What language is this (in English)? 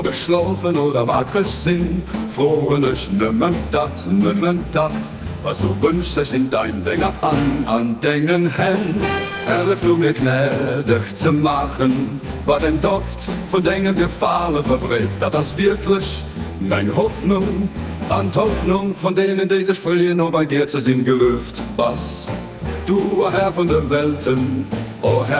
Luxembourgish